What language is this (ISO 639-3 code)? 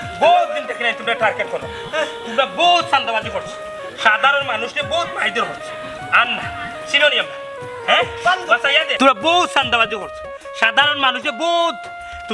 syl